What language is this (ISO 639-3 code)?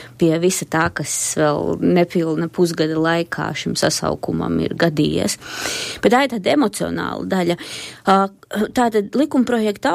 lav